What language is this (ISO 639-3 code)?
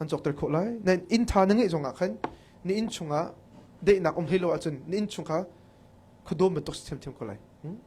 cnh